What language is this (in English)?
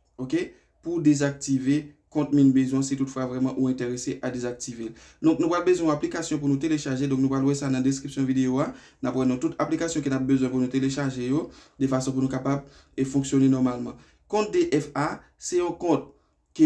Haitian Creole